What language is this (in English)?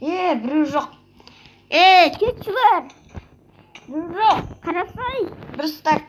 Kazakh